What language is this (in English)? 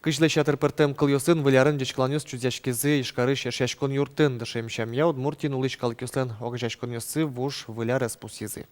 Udmurt